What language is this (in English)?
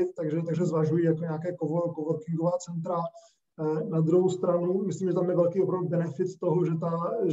Czech